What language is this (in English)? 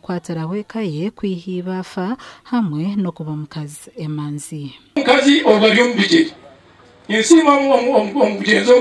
Nyankole